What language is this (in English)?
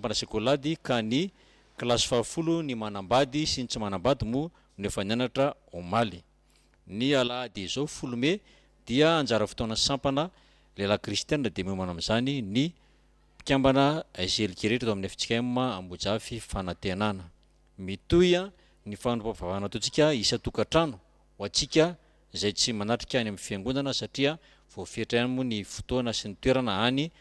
Malagasy